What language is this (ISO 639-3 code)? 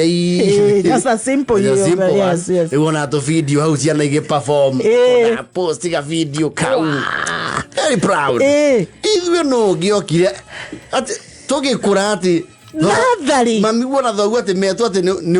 kik